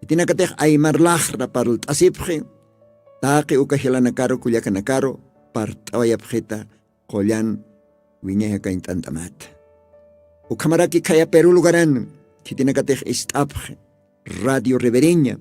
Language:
Aymara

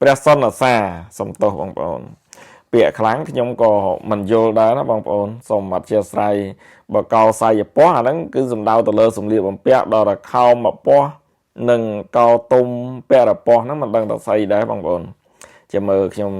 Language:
Khmer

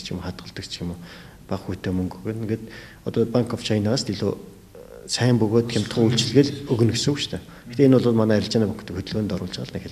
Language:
Mongolian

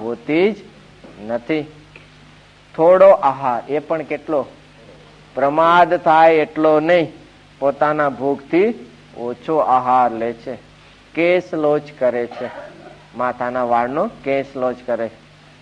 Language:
Gujarati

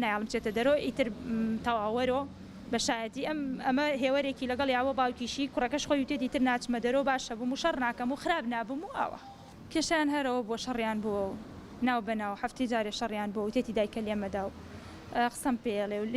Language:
Central Kurdish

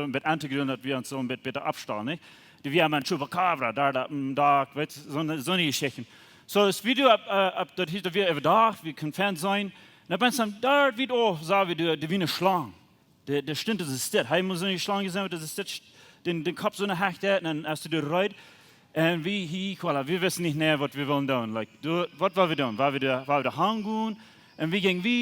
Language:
Plautdietsch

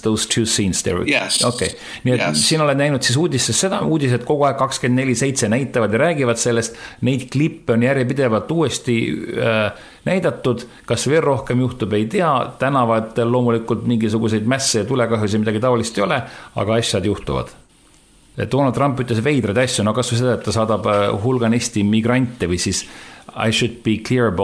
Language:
Estonian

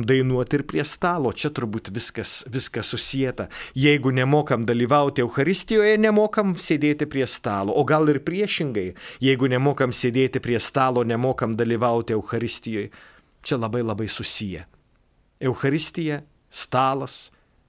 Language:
Lithuanian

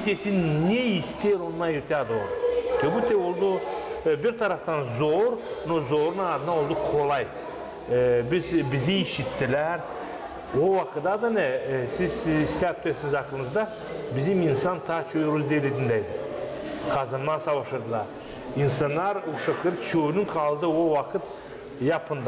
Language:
Gagauz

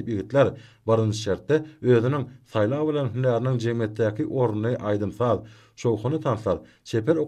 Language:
Turkmen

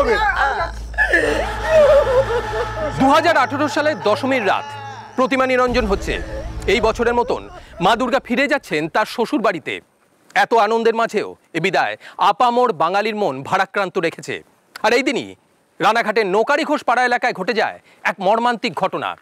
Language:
Bangla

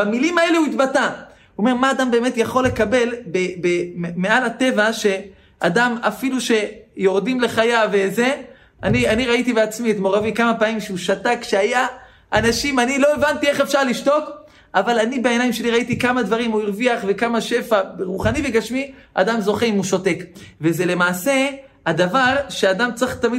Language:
Hebrew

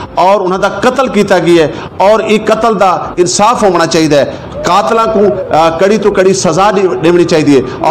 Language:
Saraiki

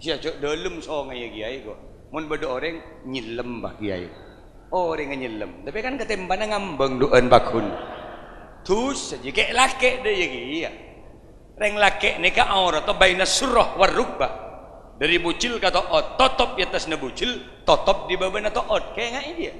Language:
Madurese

